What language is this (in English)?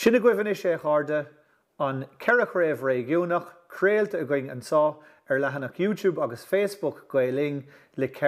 Irish